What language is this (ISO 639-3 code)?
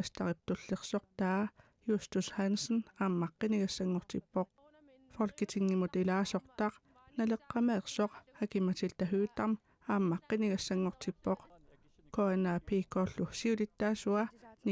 kal